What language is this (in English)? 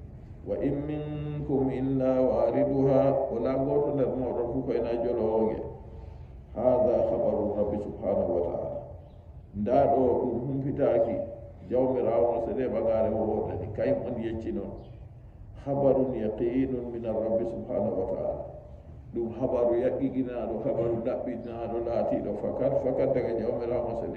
Nigerian Fulfulde